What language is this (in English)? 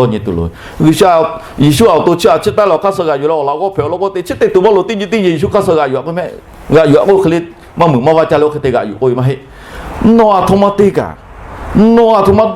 Lahu